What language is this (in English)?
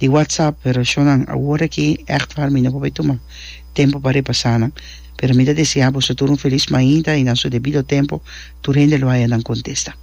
Papiamento